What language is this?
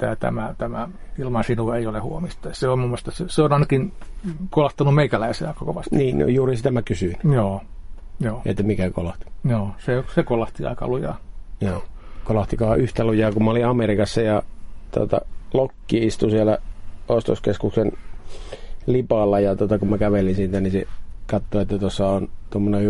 Finnish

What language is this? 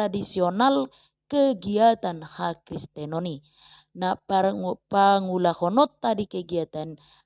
Batak Toba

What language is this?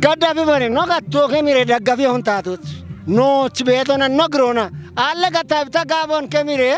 Kafa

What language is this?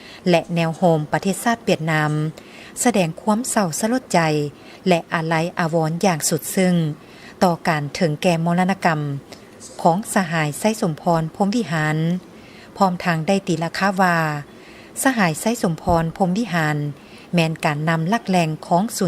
Lao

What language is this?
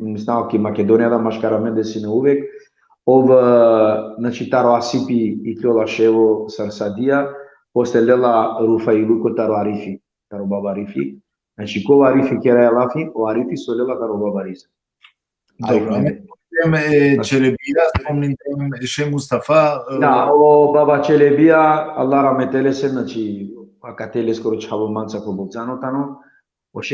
Balkan Romani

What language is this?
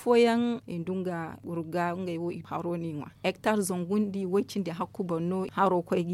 Zarma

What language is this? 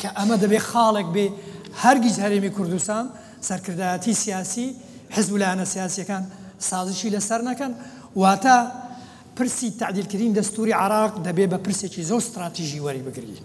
Central Kurdish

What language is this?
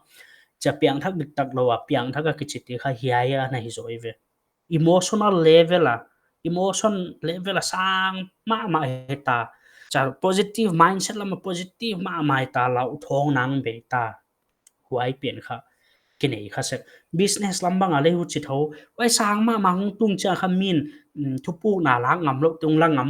Paite Chin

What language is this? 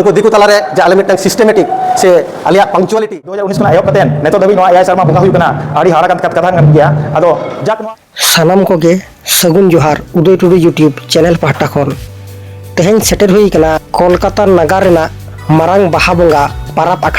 Santali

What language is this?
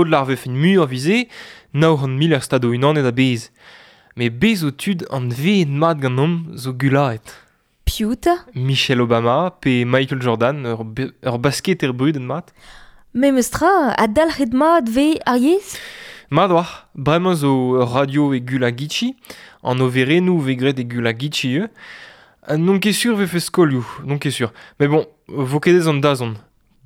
Breton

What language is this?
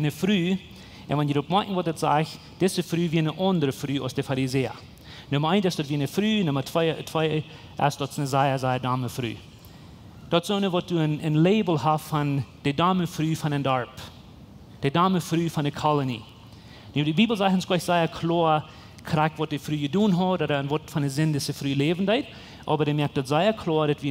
Plautdietsch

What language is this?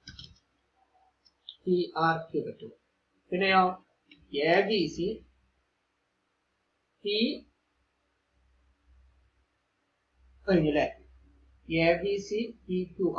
Malayalam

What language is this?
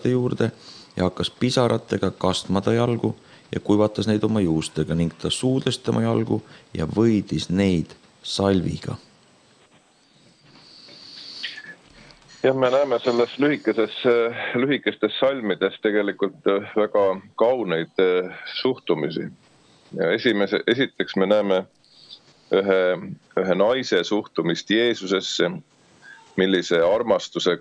Estonian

